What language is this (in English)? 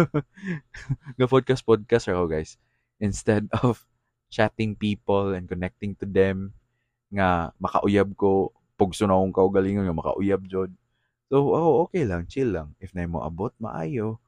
Cebuano